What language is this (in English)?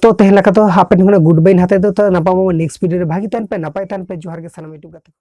Santali